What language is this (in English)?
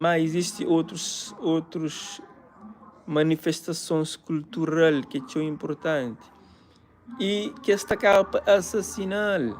Kabuverdianu